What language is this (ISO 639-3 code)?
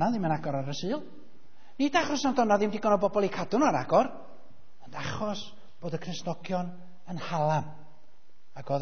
cym